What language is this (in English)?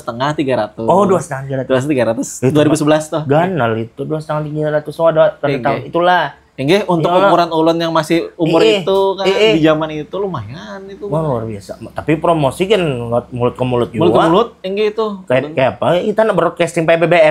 Banjar